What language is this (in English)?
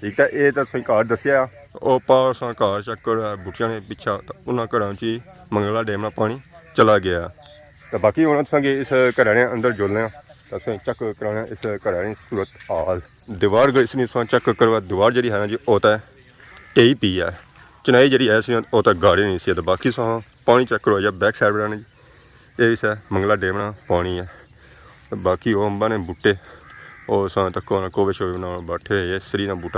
Pahari-Potwari